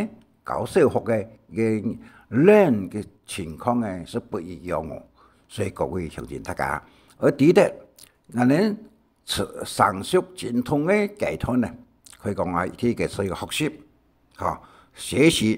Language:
Hakka Chinese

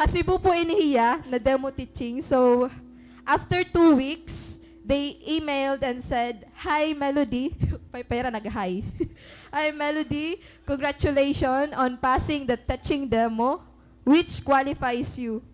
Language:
Waray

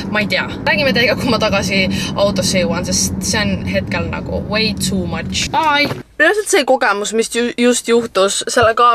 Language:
Estonian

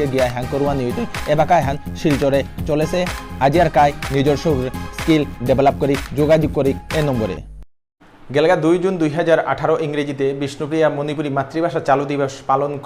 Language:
Bishnupriya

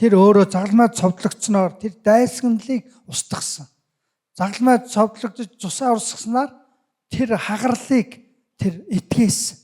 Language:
Mongolian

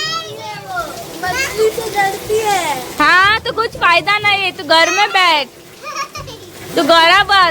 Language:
Konkani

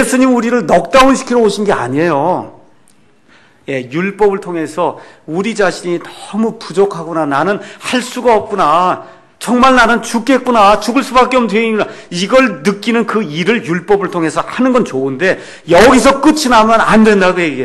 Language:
Korean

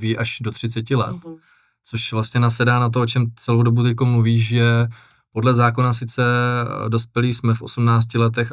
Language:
Czech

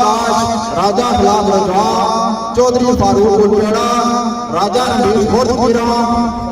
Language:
Pahari-Potwari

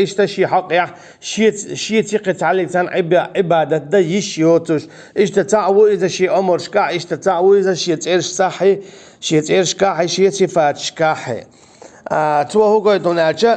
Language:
Chechen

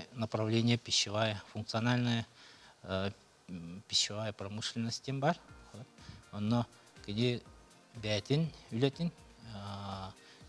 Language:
Yakut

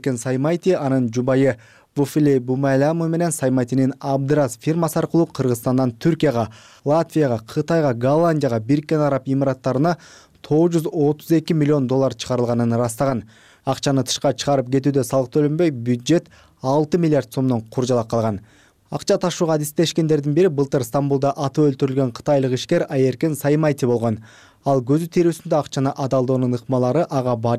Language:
Kyrgyz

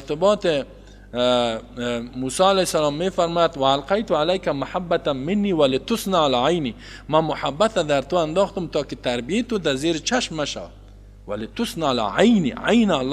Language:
Tajik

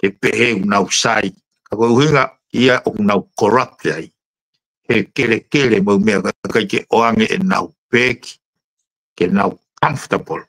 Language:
Tongan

